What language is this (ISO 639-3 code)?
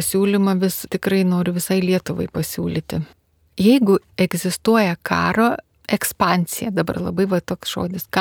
lit